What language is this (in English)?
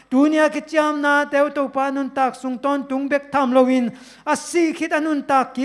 Tedim Chin